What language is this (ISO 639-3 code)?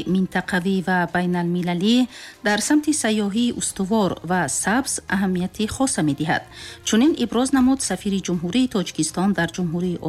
tgk